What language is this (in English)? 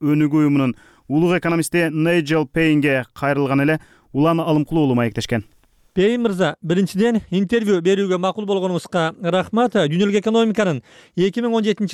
Kyrgyz